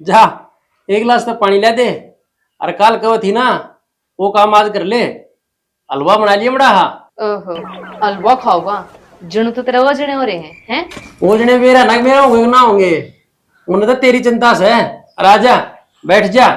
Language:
Haryanvi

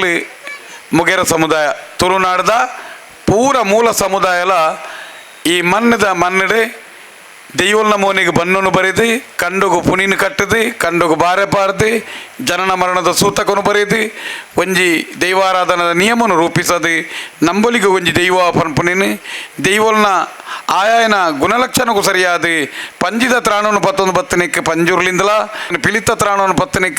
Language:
Tulu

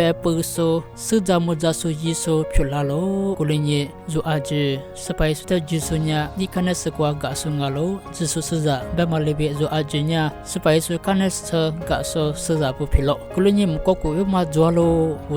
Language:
Lisu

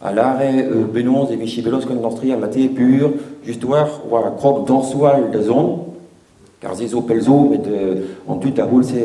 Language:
Breton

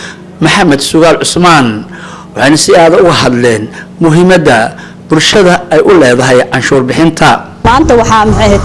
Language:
Somali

